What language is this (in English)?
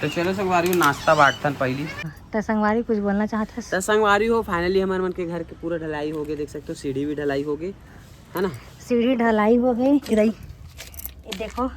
Chhattisgarhi